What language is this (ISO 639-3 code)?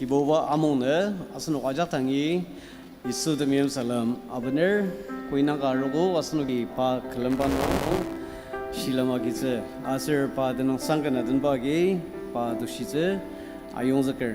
njo